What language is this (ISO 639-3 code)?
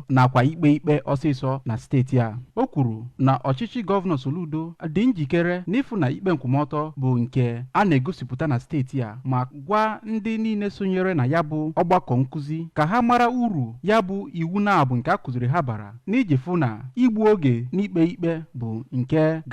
ibo